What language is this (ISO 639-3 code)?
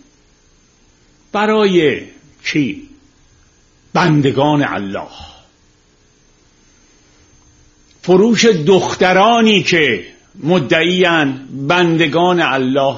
fas